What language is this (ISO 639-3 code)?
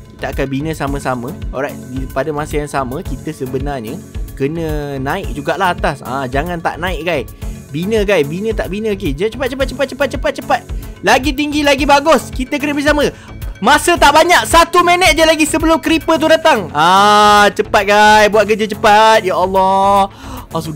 msa